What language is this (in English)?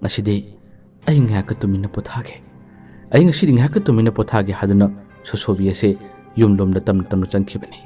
Manipuri